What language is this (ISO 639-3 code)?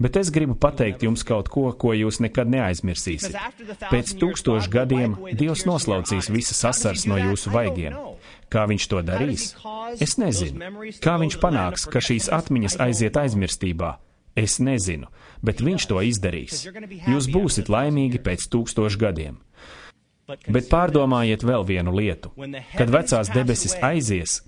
lav